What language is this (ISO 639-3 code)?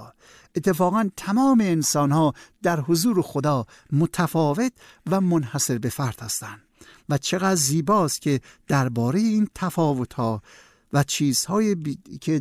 fas